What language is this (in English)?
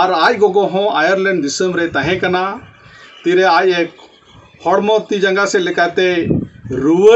Santali